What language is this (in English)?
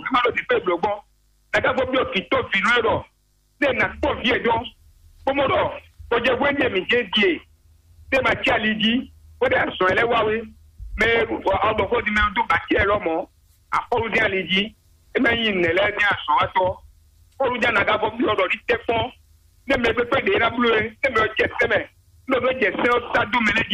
Fon